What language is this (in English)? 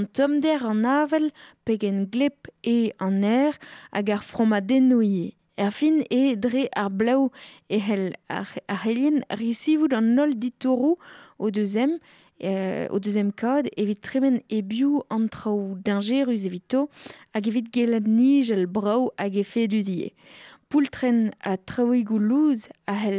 Breton